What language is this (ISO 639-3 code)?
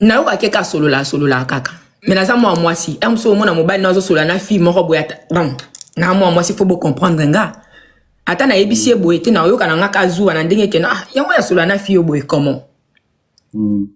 lin